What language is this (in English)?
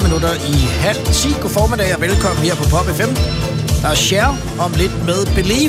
Danish